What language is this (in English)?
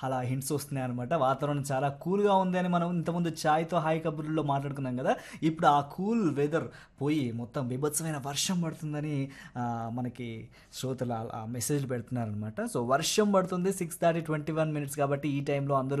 Telugu